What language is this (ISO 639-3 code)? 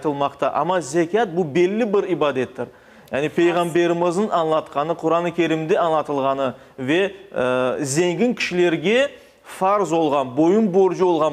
crh